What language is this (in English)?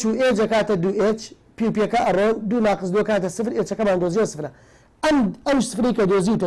Central Kurdish